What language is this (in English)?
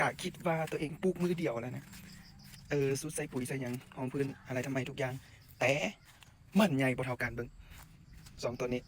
Lao